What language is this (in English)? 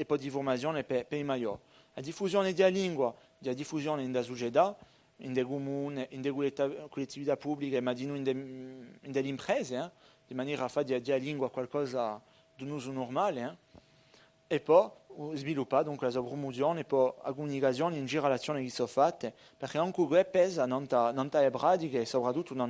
Corsican